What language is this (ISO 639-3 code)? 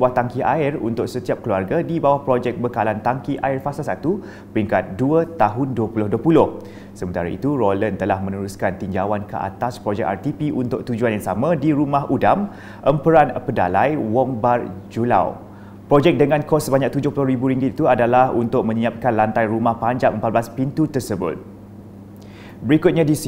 msa